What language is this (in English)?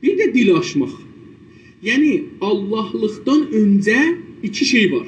South Azerbaijani